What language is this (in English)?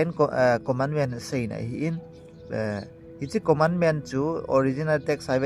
Thado Chin